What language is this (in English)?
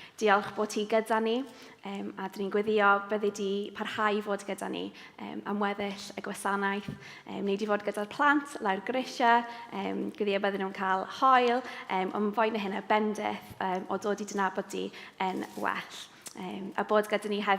Welsh